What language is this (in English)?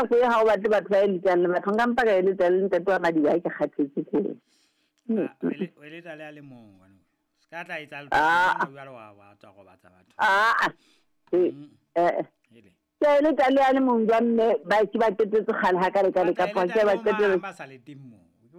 Southern Sotho